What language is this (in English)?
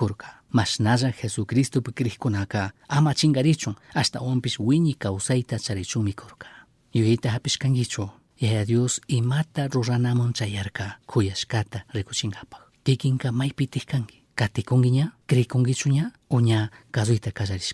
Chimborazo Highland Quichua